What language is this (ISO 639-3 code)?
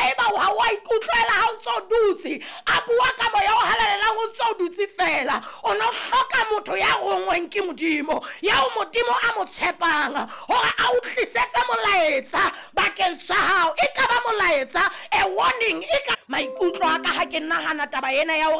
sot